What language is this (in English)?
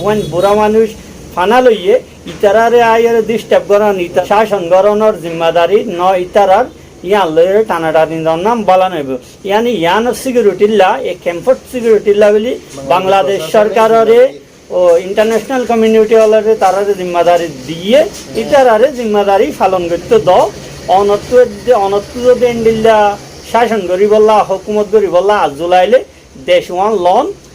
Rohingya